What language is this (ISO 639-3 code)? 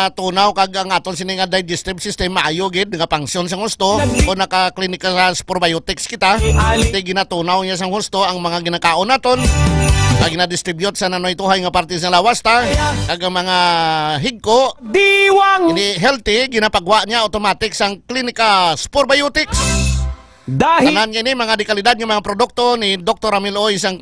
hil